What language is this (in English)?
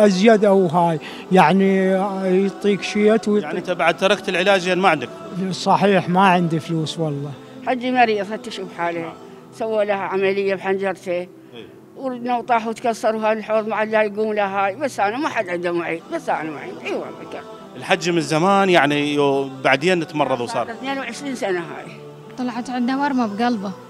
Mesopotamian Arabic